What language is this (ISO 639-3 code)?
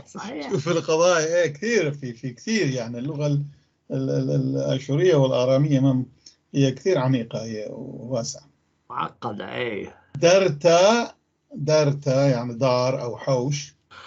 apc